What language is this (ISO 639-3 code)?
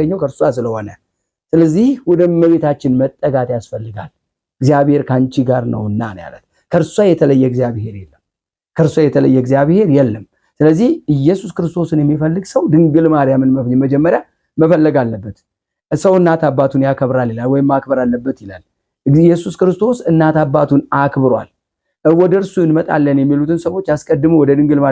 amh